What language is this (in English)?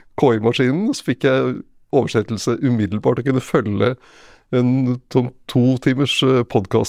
Norwegian